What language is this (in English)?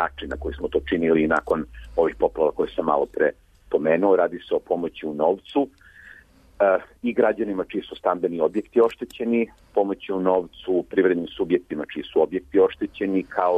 Serbian